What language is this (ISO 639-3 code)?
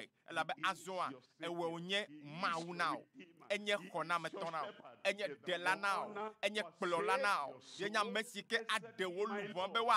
ewe